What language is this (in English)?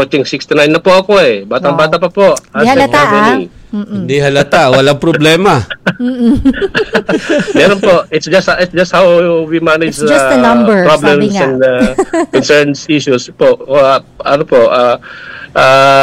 Filipino